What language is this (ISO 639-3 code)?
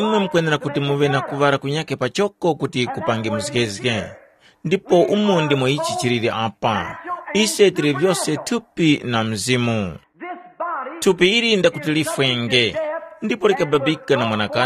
tum